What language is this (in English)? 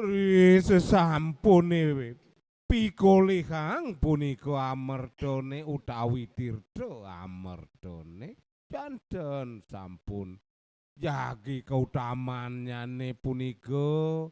Balinese